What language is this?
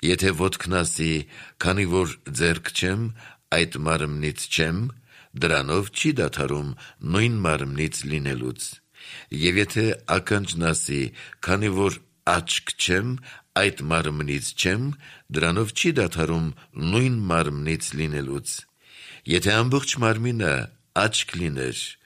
Armenian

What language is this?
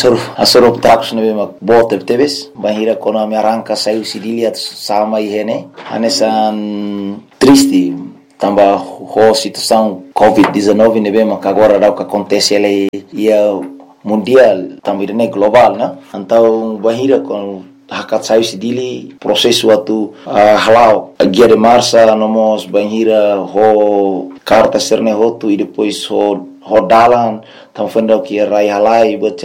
Tetum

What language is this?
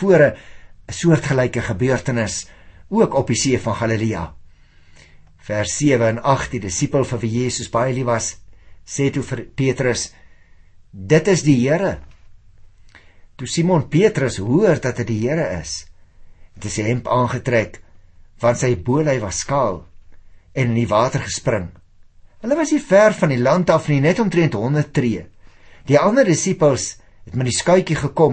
Afrikaans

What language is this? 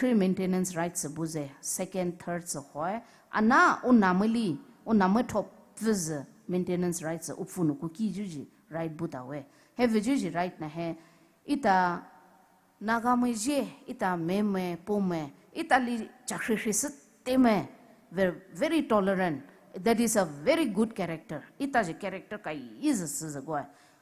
Poumei Naga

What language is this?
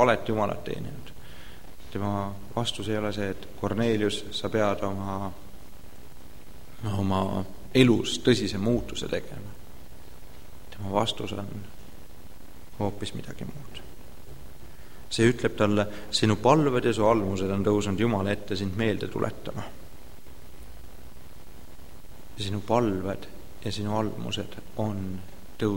Estonian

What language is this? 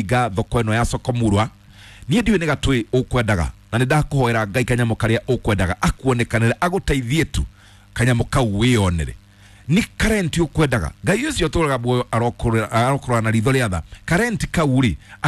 Kikuyu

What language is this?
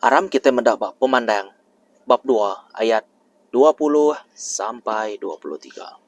Iban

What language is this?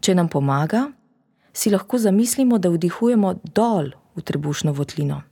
Slovenian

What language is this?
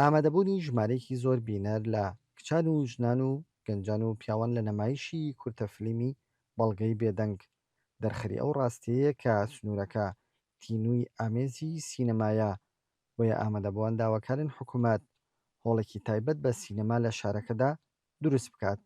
Central Kurdish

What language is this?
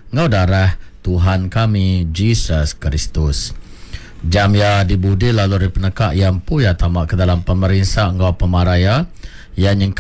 Iban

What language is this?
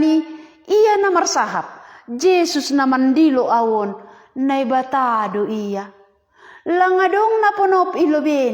Batak Simalungun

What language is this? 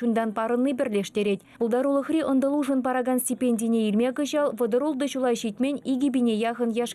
Chuvash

